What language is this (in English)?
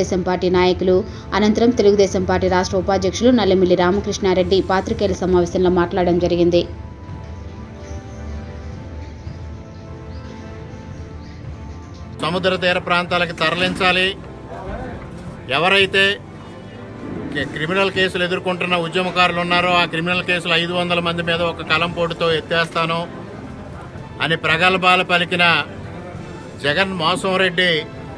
Telugu